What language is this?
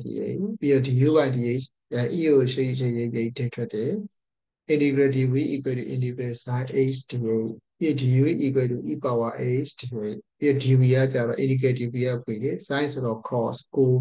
Burmese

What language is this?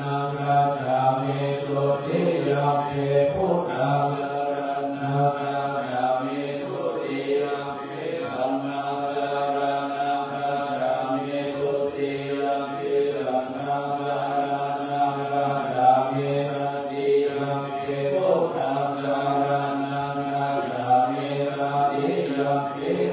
Pali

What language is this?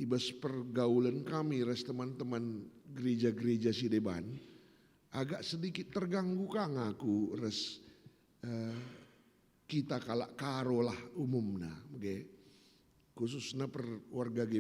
Batak Karo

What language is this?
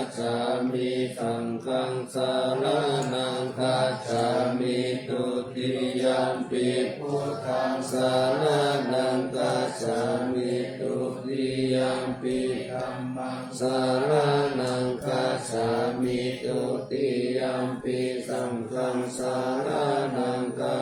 Pali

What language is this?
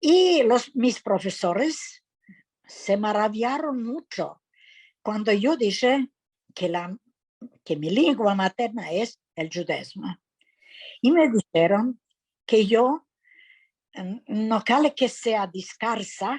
Ladino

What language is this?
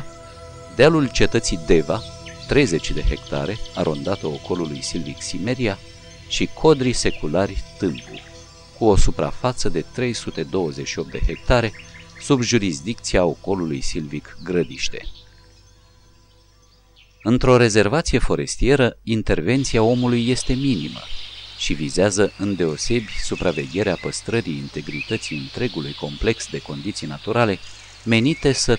Romanian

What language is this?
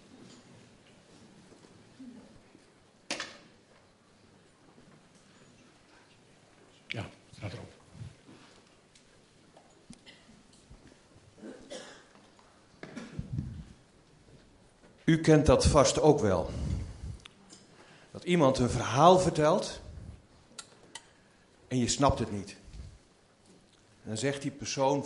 Dutch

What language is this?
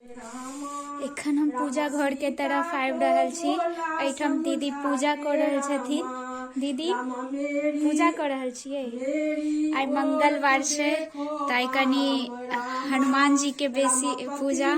Maithili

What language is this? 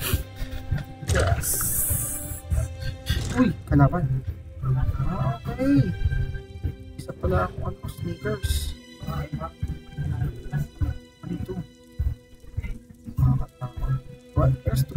Filipino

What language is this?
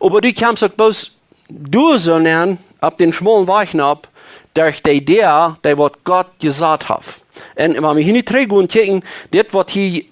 Plautdietsch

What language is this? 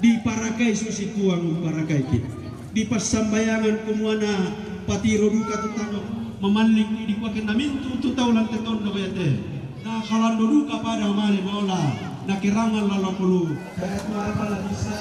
Toraja-Sa'dan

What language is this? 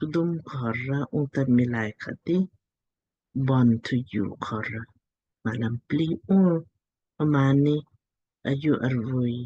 Lamkang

